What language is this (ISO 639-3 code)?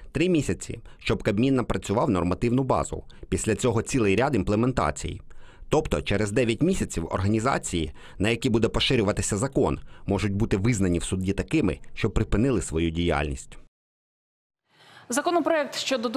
ukr